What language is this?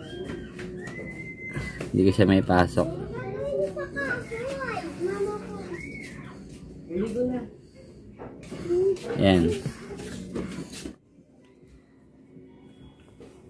Filipino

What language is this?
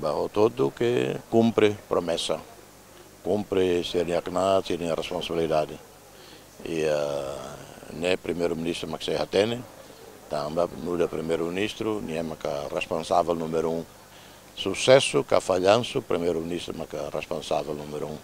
Tetum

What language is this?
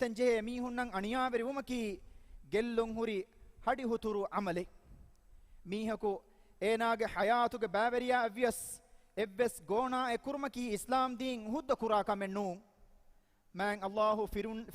Divehi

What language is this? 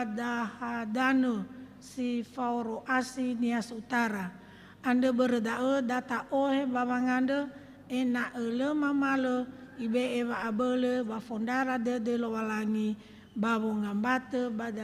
Nias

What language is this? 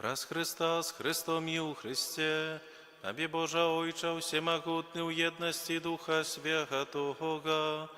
Belarusian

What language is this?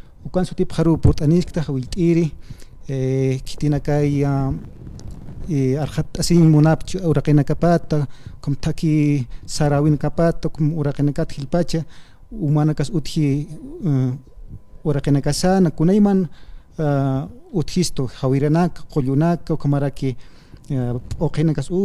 Aymara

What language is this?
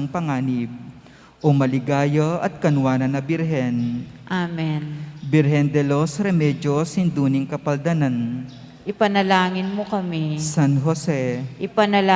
Pampanga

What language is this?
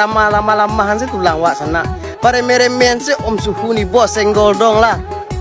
Minangkabau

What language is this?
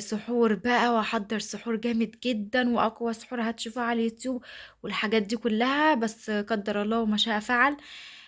Egyptian Arabic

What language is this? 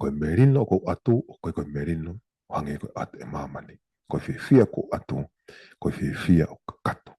Tongan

